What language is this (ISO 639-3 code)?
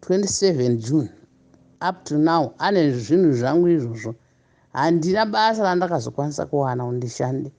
sna